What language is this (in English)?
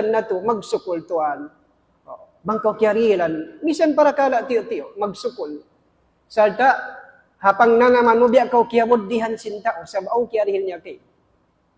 Tausug